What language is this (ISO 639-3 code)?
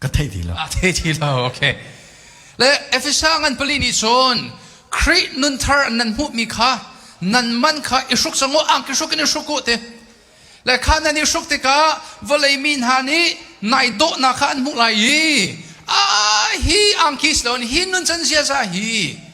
cnh